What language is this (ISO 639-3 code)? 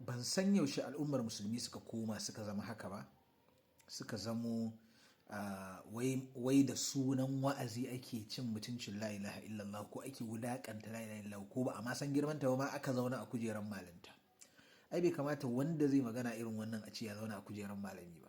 hau